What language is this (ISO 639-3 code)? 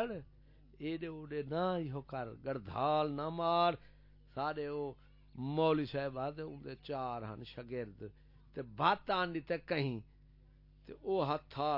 skr